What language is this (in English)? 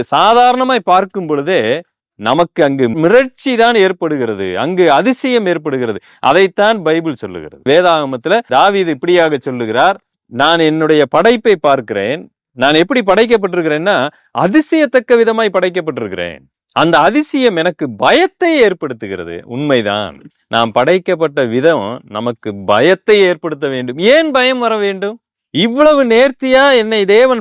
Tamil